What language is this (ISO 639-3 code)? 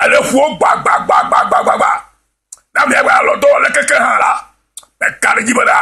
ewe